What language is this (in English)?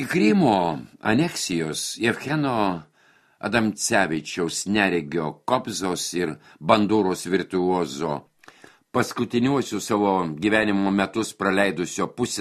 Lithuanian